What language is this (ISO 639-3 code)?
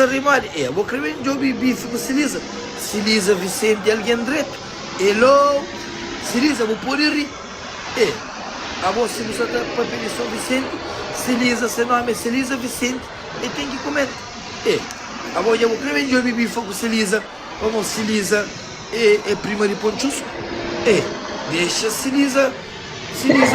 kea